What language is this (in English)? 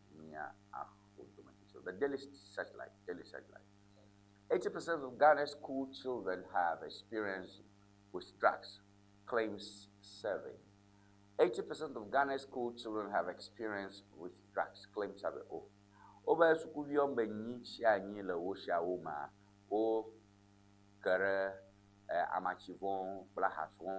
Ewe